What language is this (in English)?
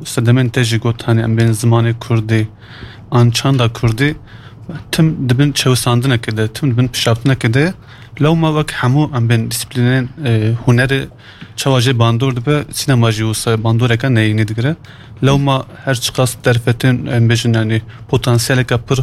Kurdish